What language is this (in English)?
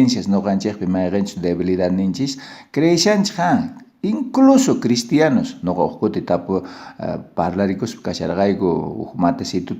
South Bolivian Quechua